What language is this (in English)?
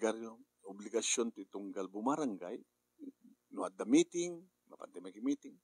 Iloko